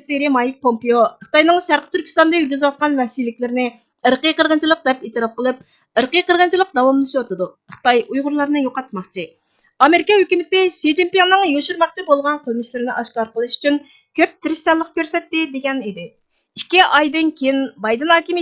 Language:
Uyghur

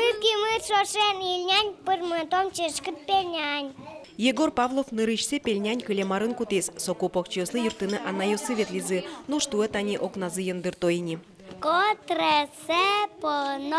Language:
Udmurt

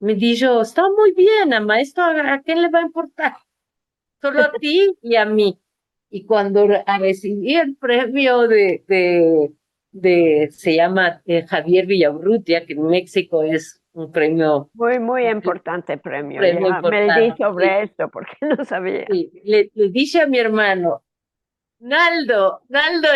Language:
Ladino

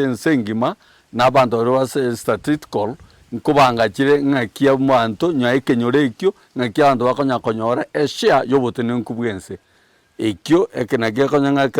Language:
Gusii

